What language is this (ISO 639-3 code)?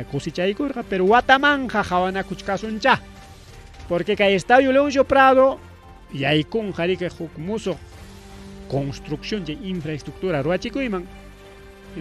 quy